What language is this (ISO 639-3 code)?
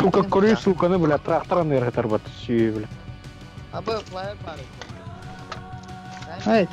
sah